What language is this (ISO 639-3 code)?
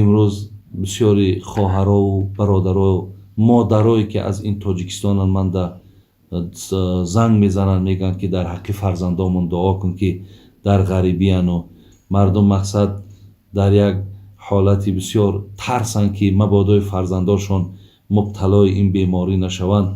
tgk